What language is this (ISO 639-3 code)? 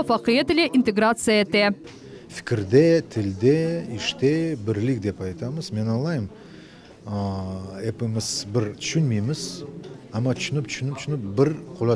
crh